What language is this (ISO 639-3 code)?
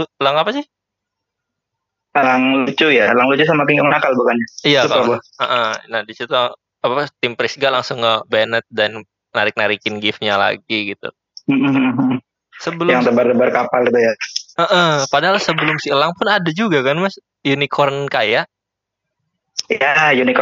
ind